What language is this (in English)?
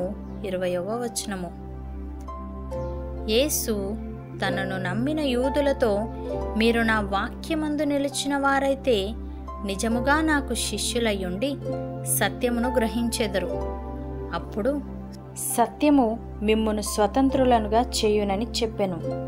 Telugu